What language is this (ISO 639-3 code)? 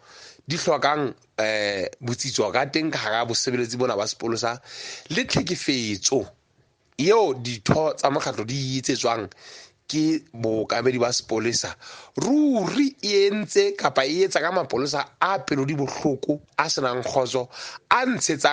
sot